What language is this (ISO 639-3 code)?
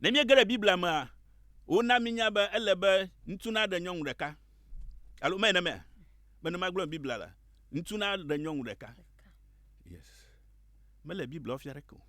ewe